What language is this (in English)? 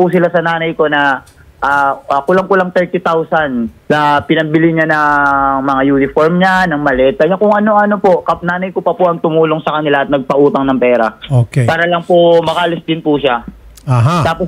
Filipino